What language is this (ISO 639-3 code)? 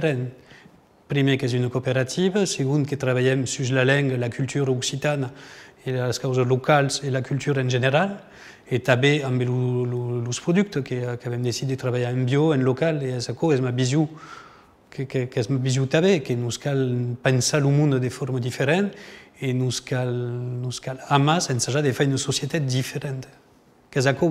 oci